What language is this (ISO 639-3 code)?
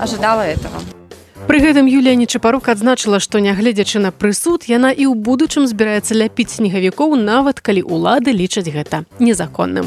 bel